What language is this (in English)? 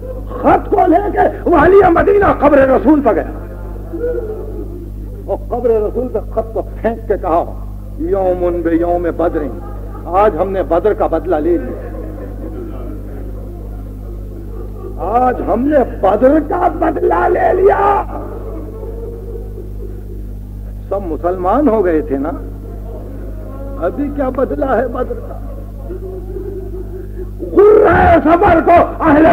Urdu